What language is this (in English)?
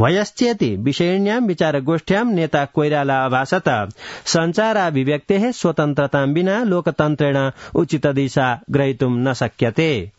Sanskrit